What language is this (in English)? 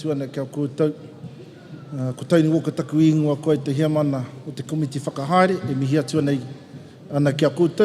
Māori